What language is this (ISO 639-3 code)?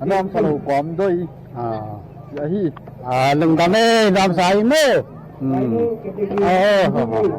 pck